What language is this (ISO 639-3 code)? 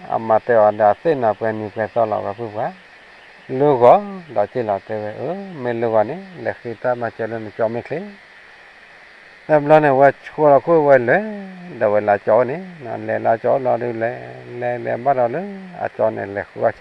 ksw